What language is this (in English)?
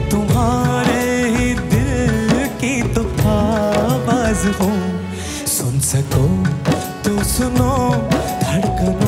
Hindi